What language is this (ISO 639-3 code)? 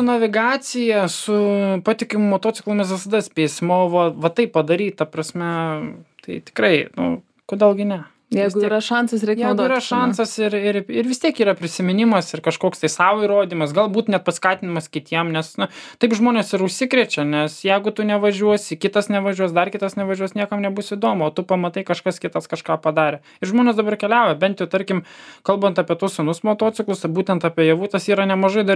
lit